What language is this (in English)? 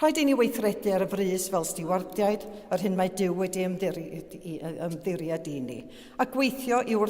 Welsh